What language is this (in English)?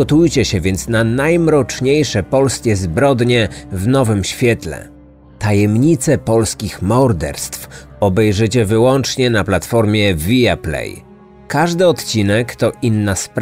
Polish